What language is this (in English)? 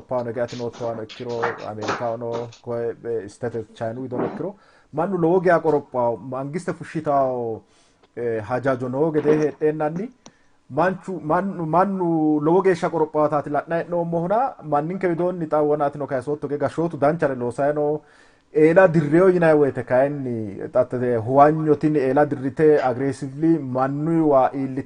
Sidamo